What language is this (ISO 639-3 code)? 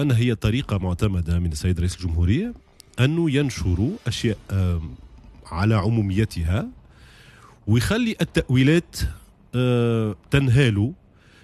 aeb